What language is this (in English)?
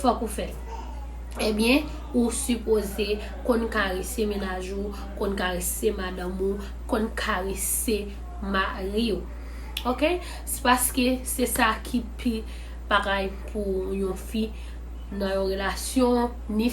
Haitian Creole